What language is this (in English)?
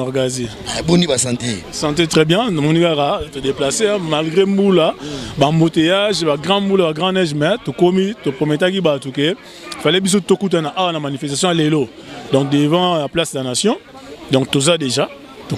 Lingala